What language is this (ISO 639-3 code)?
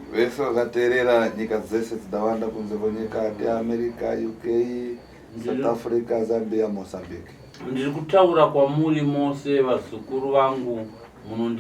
sna